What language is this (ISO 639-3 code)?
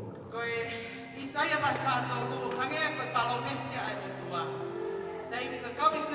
ton